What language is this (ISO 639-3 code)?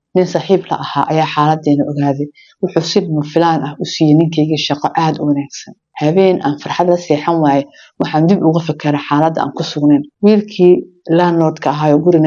som